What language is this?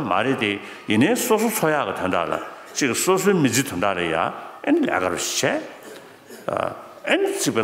Tibetan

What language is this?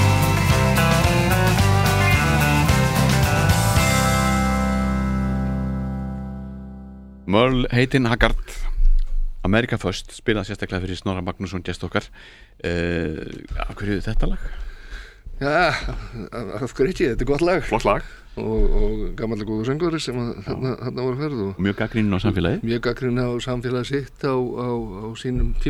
Icelandic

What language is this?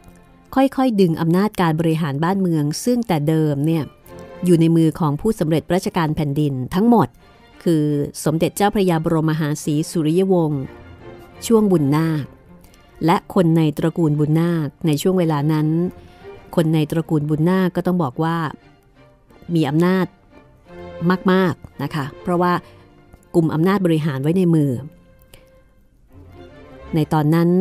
Thai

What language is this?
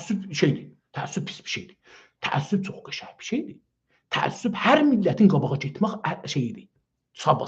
South Azerbaijani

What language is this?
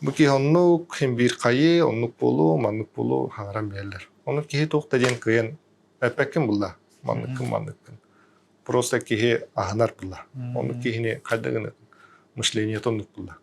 Yakut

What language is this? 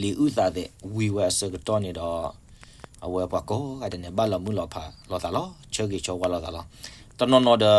S'gaw Karen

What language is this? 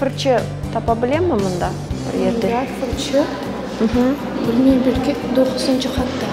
Crimean Tatar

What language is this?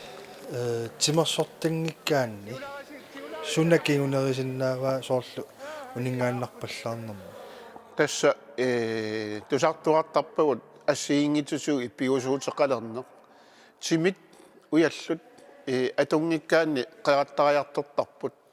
Kalaallisut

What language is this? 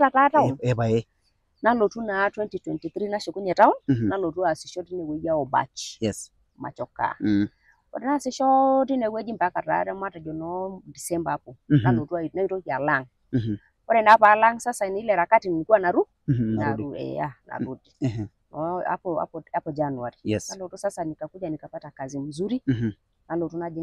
Masai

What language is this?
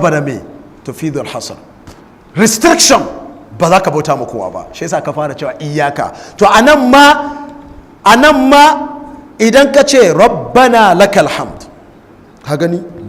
Hausa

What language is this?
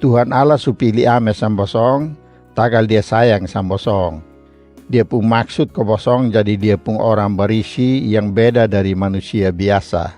Kupang Malay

